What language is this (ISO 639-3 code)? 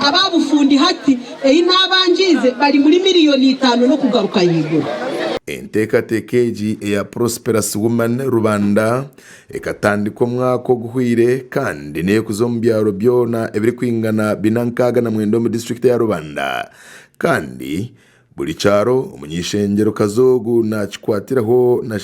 nyn